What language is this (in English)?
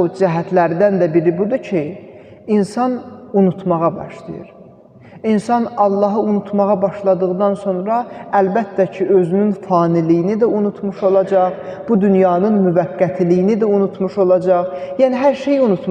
Azerbaijani